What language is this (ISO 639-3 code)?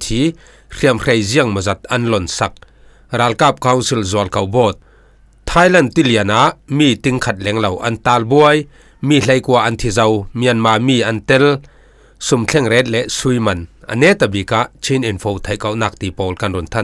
cfm